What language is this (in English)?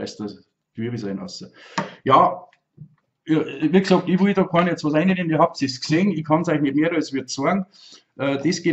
Bavarian